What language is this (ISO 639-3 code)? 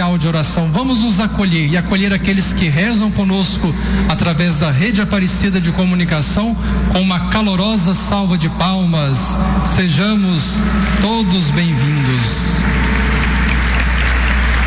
por